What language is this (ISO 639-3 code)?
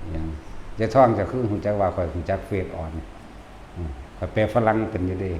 tts